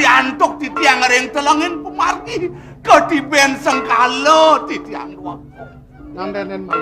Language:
Balinese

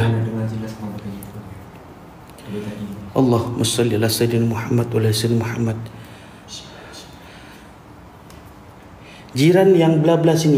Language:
Malay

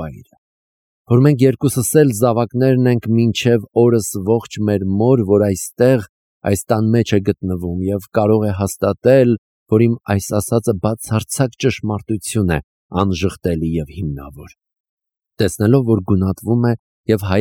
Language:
Armenian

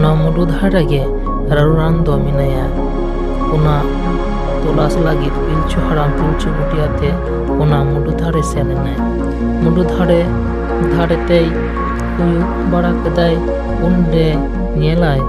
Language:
Santali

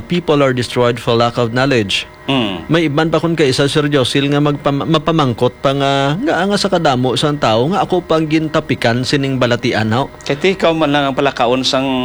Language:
Hiligaynon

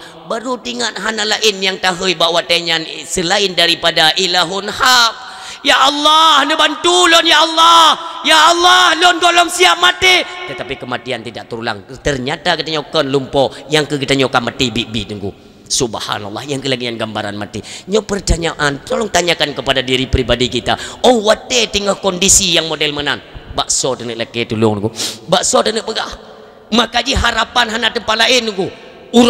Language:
Achinese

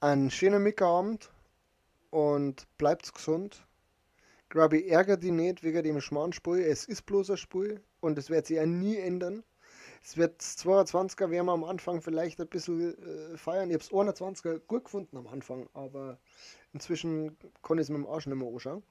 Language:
Bavarian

